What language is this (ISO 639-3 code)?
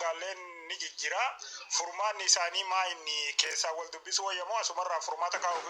orm